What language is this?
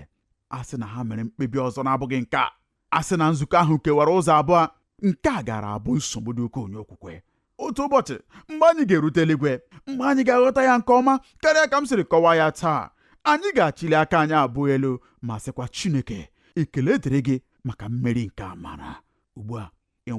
Igbo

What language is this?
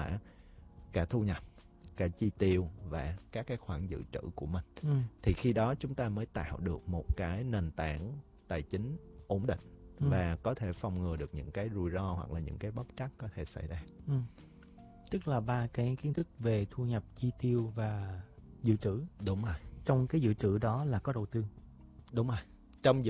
Vietnamese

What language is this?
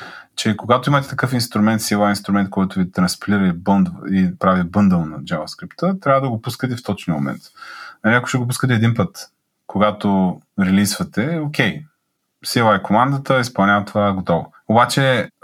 Bulgarian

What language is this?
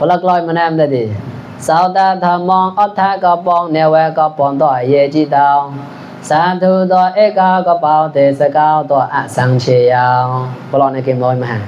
Mon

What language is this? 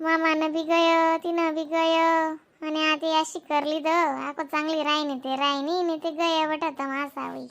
Khandesi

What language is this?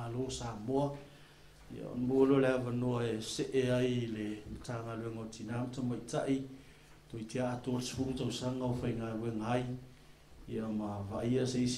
Samoan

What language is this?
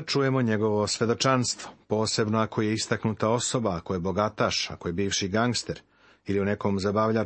Serbian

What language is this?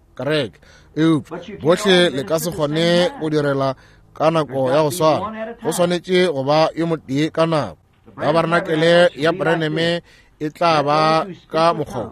Northern Sotho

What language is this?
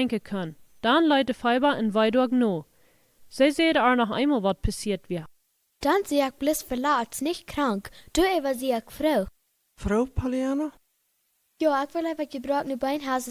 Plautdietsch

